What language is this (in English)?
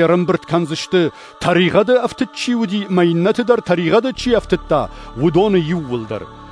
Ossetic